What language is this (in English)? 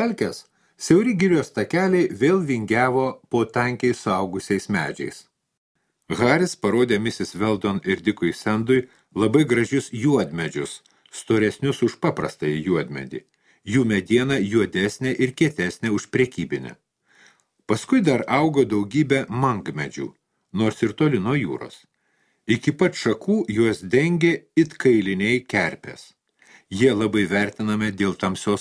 Lithuanian